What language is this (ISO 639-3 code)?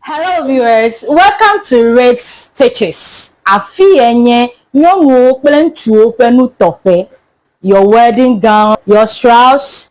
ewe